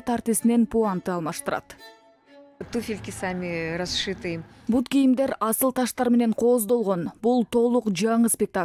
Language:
Kyrgyz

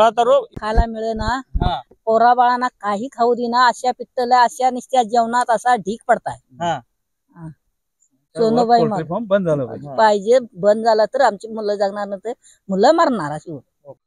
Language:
Kannada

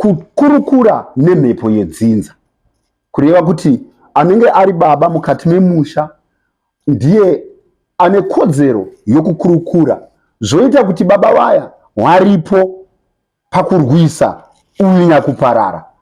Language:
Shona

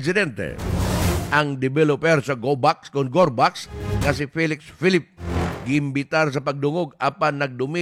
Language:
Cebuano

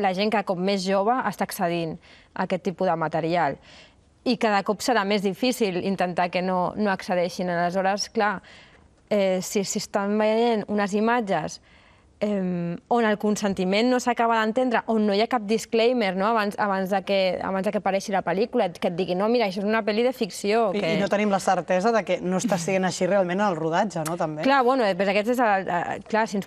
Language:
Catalan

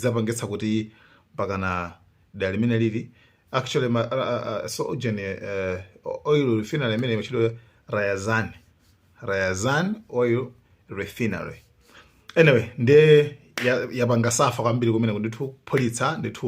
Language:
Nyanja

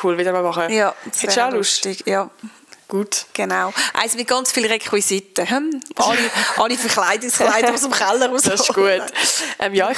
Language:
Swiss German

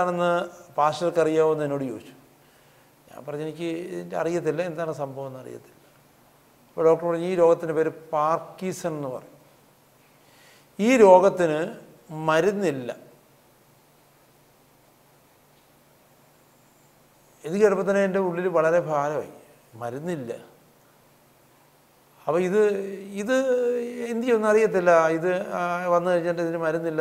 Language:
Malayalam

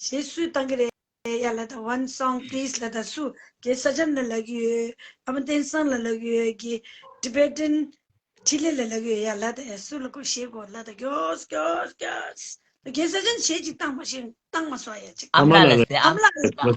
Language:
Tibetan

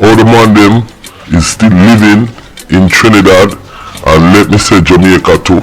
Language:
Jamaican Creole English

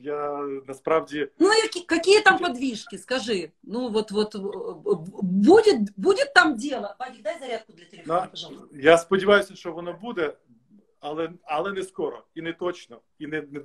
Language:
Ukrainian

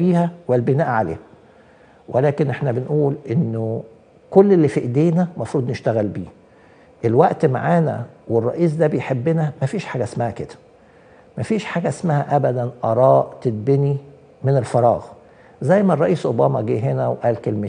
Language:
Egyptian Arabic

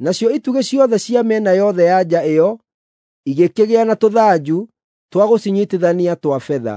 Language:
Kikuyu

